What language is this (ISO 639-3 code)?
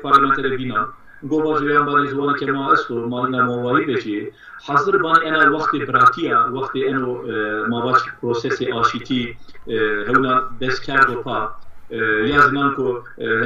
zza